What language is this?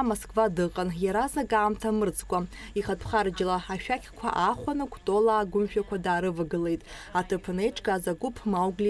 Abkhazian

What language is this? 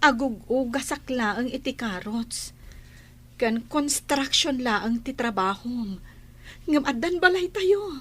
Iloko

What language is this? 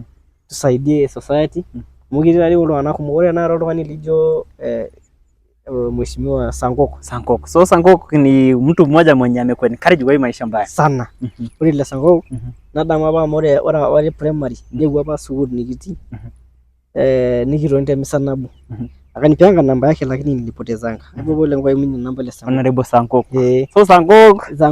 Masai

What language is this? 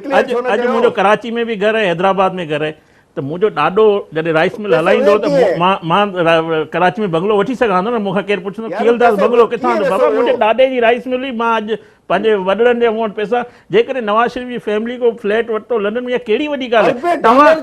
Sindhi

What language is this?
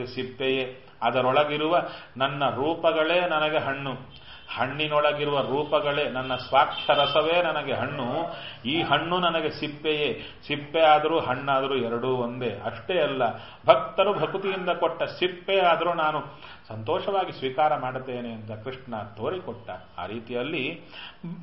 Kannada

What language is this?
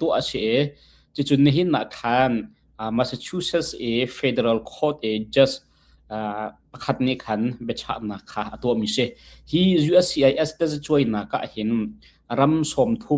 Hakha Chin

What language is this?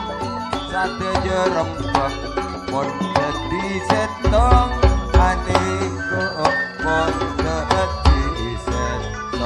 Madurese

